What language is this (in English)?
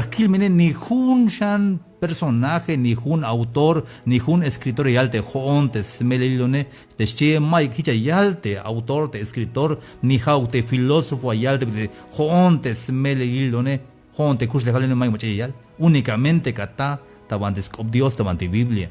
Tzeltal